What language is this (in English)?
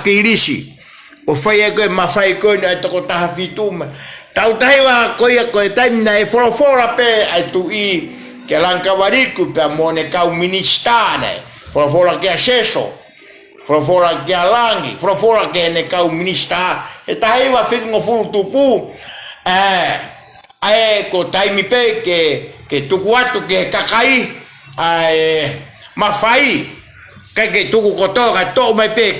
Tongan